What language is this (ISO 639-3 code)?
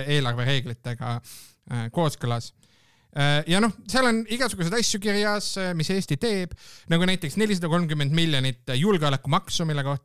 est